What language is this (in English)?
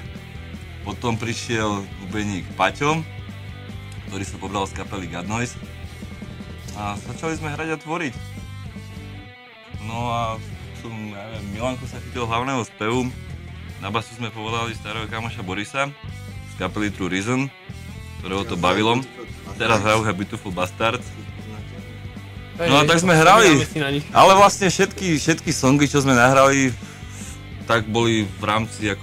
Slovak